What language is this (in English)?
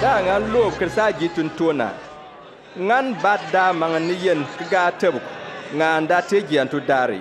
Bimoba